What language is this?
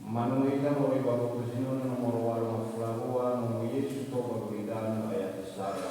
Nias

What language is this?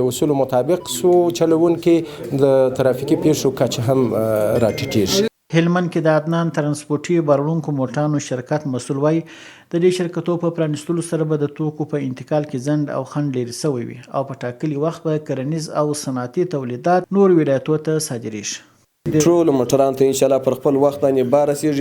Pashto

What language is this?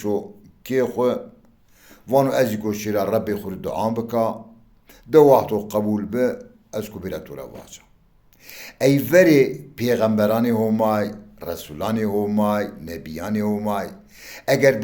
Zaza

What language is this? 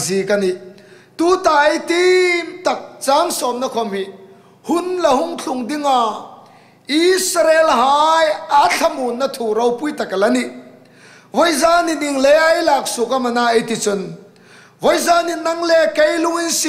Hmar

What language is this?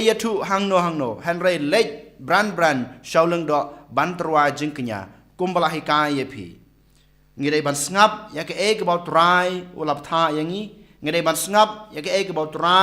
Khasi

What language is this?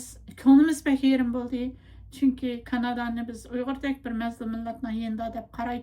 Uyghur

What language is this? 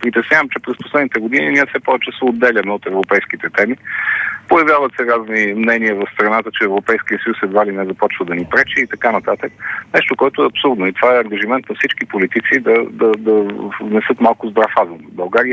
Bulgarian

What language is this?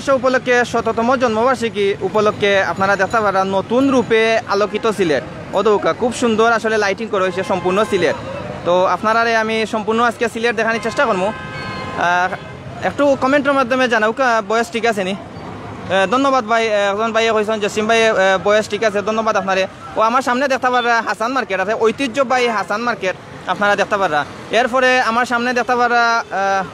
Sylheti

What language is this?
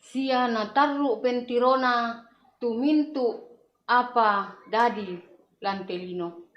Toraja-Sa'dan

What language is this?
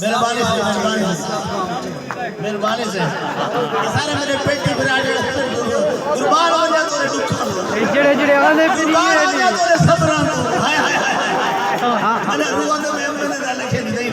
Saraiki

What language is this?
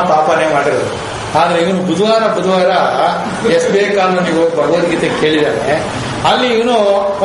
Kannada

